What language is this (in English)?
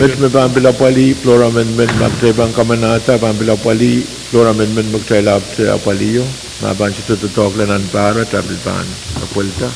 Pohnpeian